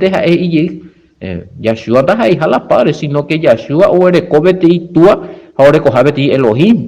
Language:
Guarani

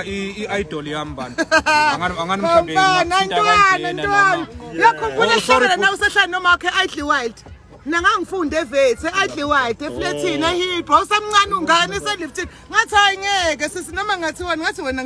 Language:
Zulu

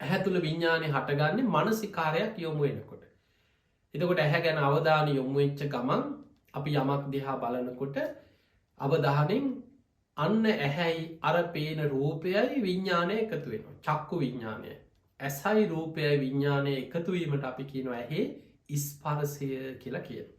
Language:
Sinhala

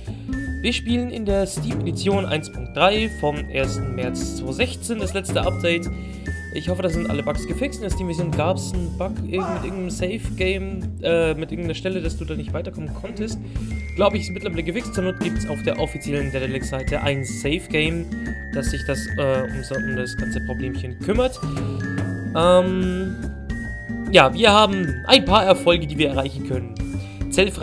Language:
German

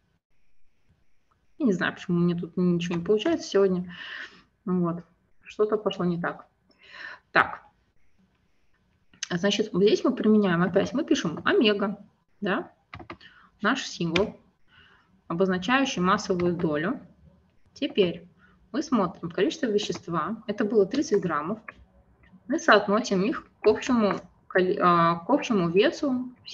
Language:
Russian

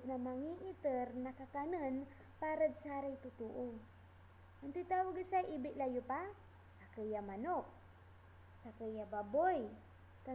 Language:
Pangasinan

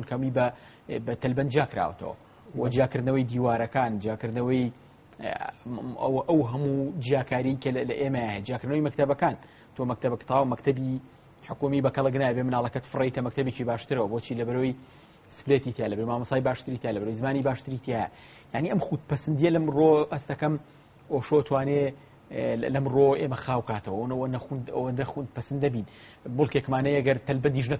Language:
Central Kurdish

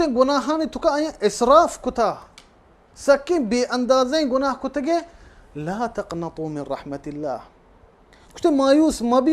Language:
Baluchi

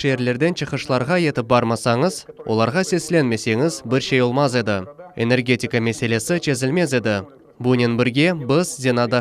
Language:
Crimean Tatar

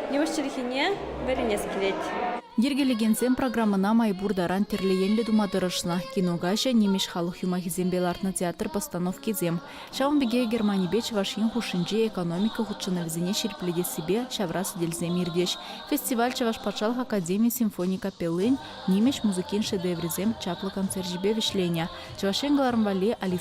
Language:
Chuvash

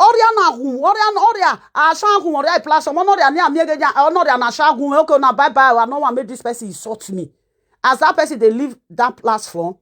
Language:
Nigerian Pidgin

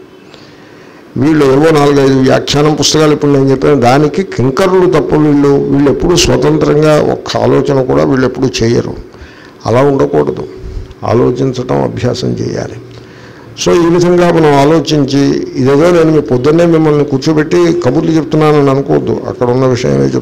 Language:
Telugu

